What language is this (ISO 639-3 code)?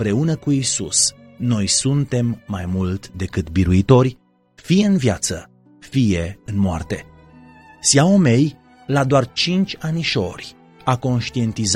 ron